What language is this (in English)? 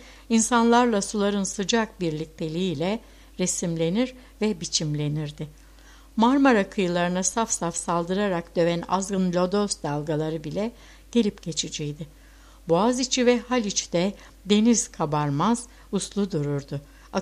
Turkish